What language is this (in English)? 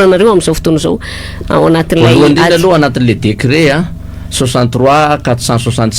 Malagasy